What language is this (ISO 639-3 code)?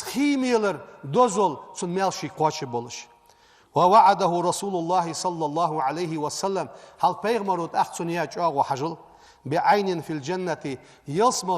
inh